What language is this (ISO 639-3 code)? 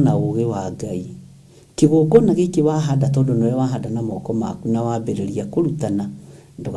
kik